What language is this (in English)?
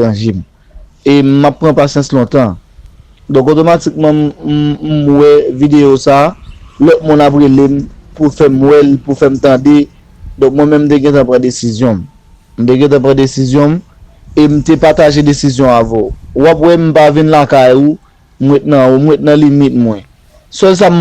Haitian Creole